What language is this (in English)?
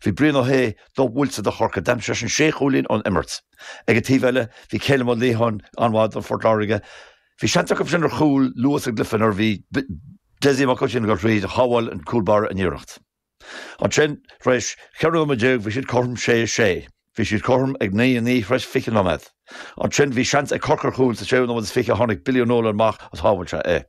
Irish